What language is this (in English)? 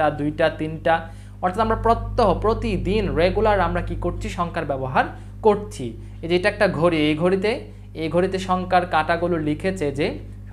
Bangla